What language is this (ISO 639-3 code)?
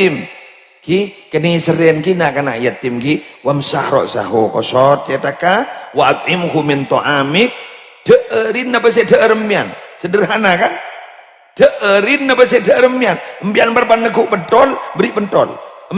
mad